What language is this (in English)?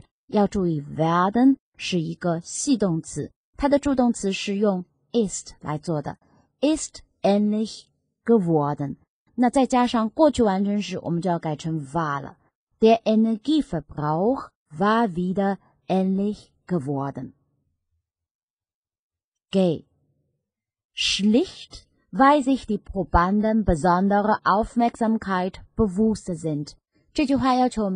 Chinese